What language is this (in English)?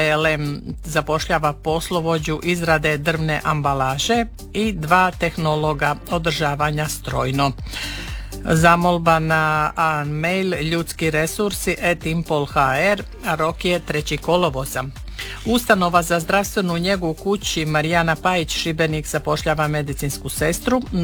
Croatian